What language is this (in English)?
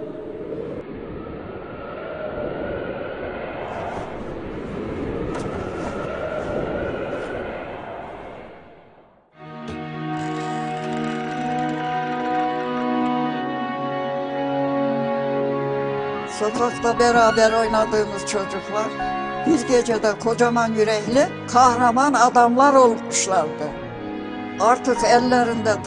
Turkish